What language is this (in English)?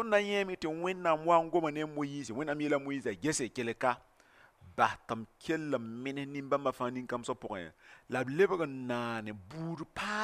Mossi